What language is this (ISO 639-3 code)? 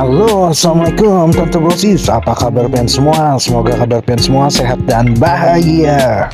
bjn